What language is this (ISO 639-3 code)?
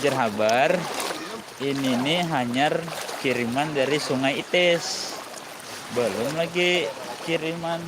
bjn